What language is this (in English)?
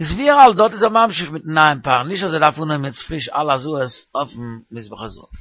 Yiddish